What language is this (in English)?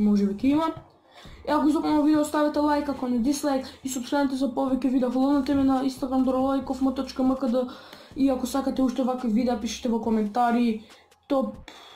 Macedonian